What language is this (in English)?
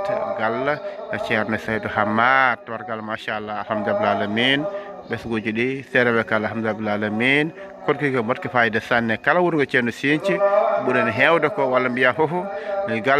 Fula